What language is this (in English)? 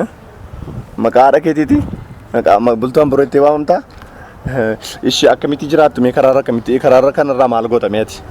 Oromo